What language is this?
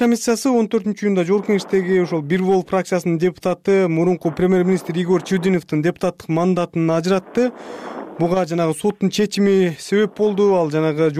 Kyrgyz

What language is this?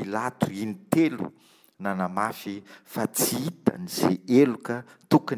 Malagasy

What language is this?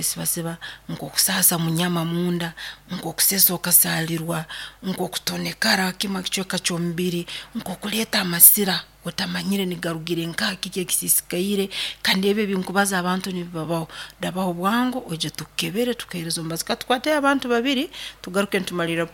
Nyoro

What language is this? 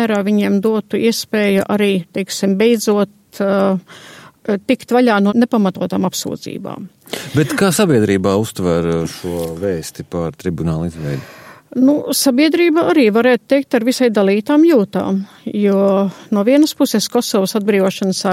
Latvian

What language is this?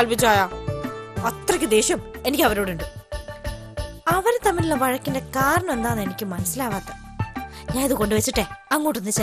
Malayalam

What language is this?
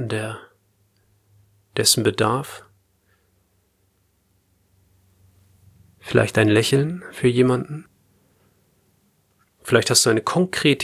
German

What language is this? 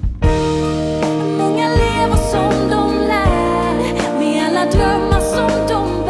Swedish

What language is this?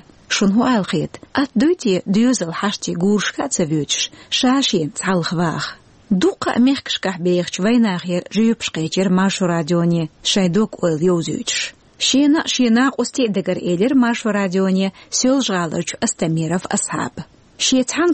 Chechen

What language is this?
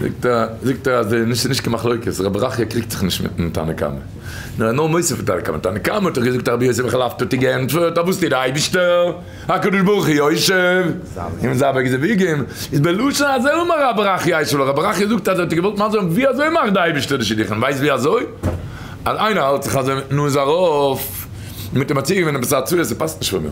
Yiddish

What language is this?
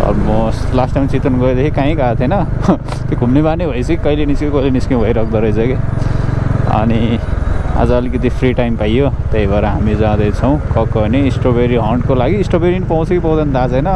Nepali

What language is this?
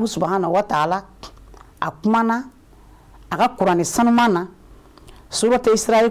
Bambara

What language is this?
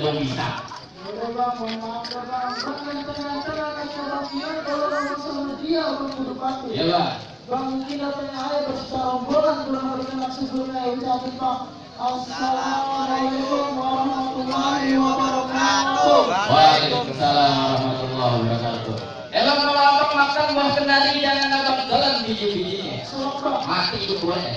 Betawi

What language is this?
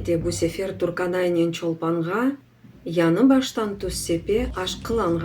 Crimean Tatar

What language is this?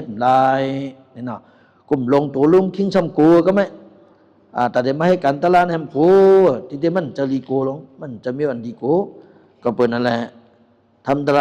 Shan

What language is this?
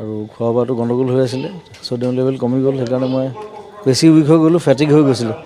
Assamese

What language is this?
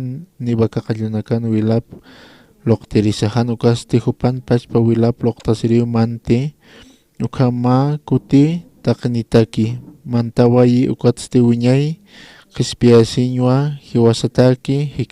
Aymara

